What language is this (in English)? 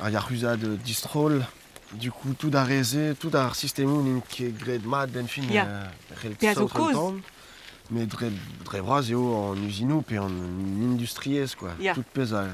Breton